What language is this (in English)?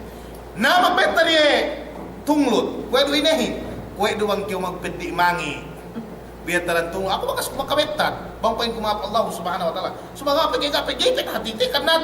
Yakan